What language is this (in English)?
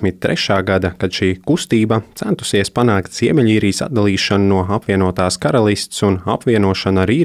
Latvian